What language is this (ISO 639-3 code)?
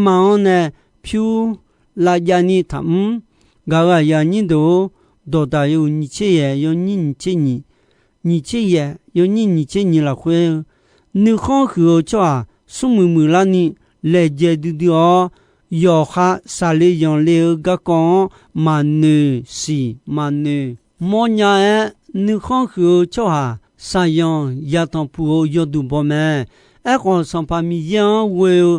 ahk